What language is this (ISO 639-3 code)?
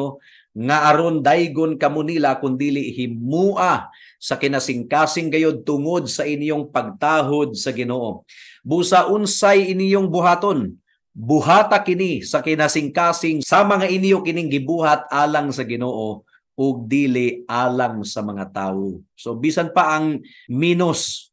ceb